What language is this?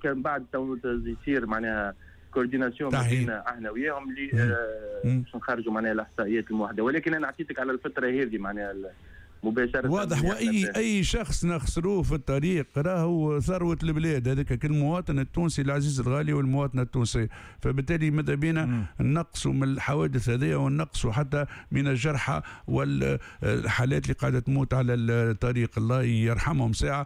Tunisian Arabic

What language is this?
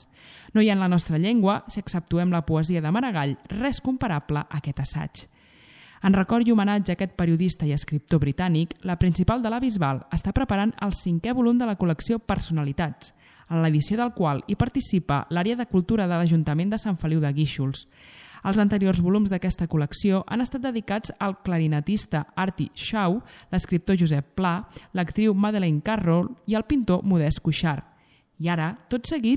Catalan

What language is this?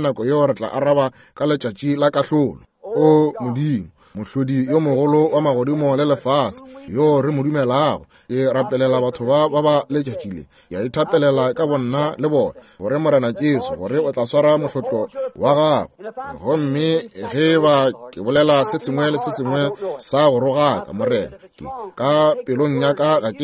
Northern Sotho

